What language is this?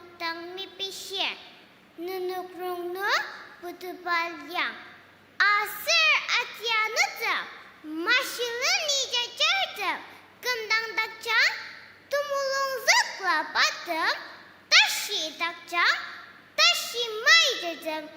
Ao Naga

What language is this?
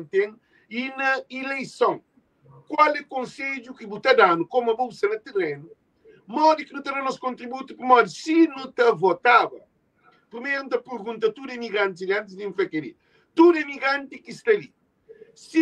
Kabuverdianu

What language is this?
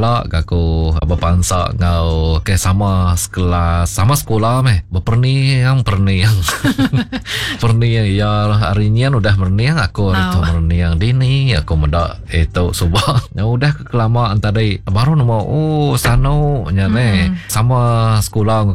Iban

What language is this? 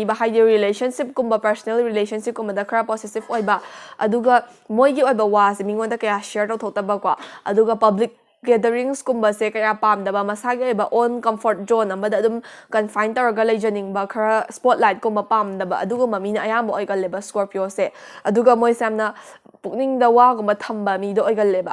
Manipuri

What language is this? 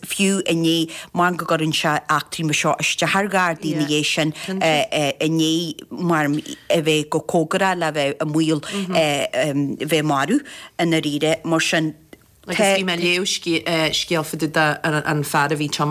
Irish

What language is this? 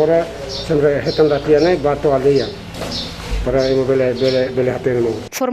Tetum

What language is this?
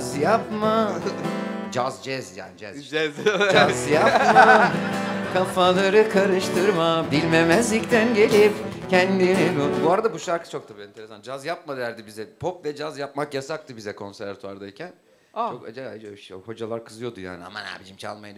Turkish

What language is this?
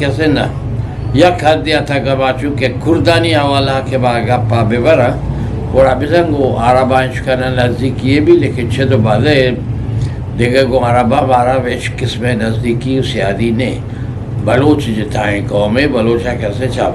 Eastern Balochi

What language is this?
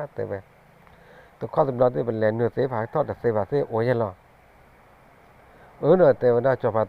S'gaw Karen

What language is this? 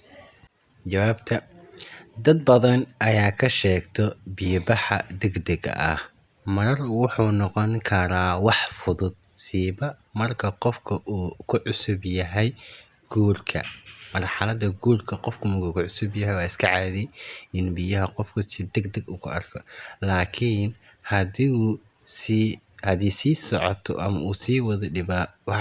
Somali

